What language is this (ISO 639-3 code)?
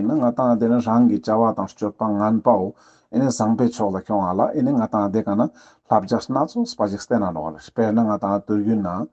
lbj